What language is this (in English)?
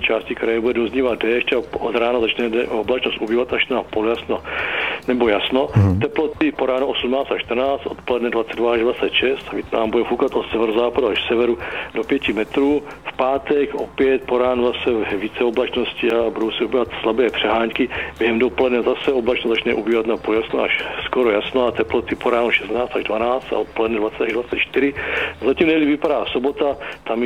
Czech